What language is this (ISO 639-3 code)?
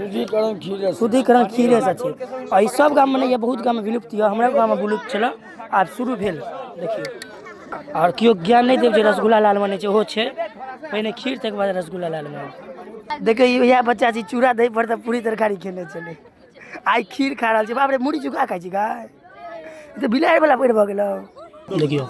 mai